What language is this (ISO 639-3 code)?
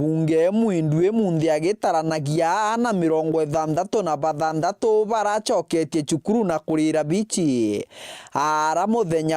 mer